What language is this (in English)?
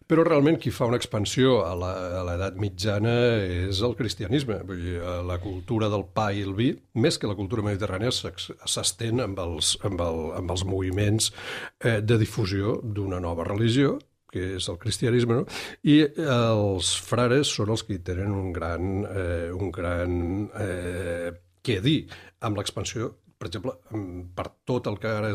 Catalan